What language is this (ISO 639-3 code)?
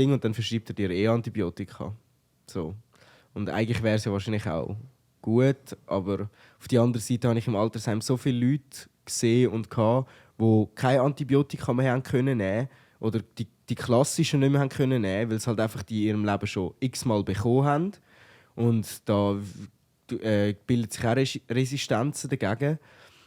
gsw